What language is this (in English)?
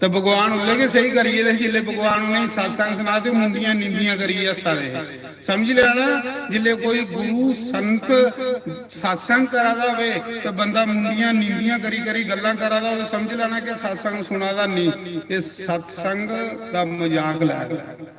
Dogri